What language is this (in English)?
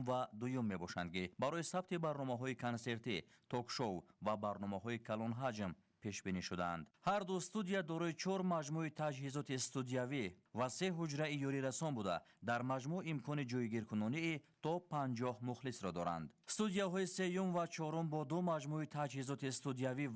Tajik